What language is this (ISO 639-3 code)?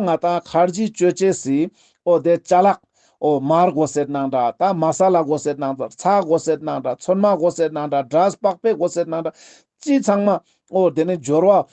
lbj